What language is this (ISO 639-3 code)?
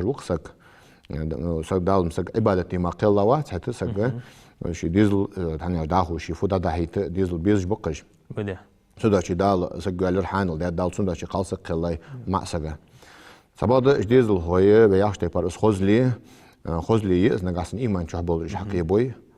inh